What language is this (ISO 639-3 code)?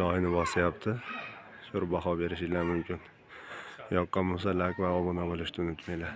uzb